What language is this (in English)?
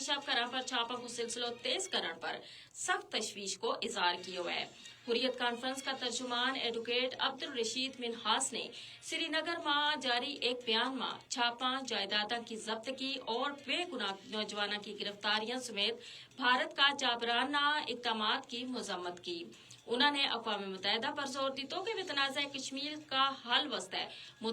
Gujari